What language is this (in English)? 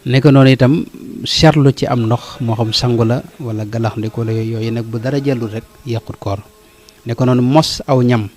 Wolof